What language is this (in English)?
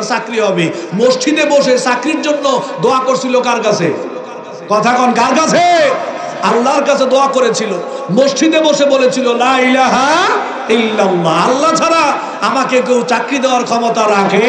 Bangla